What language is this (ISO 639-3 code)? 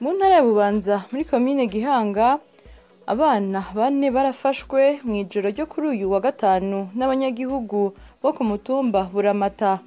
run